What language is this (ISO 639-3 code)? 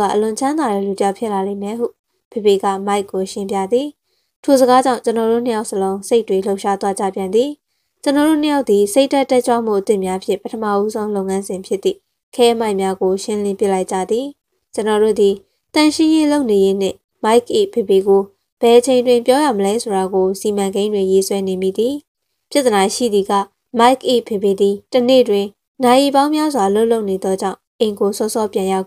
mya